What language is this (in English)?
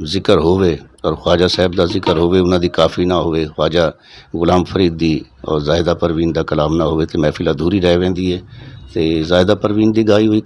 Saraiki